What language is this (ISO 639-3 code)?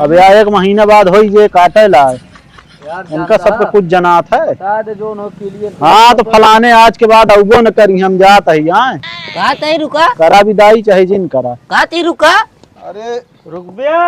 awa